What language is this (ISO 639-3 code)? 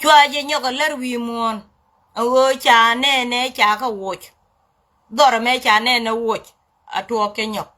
nus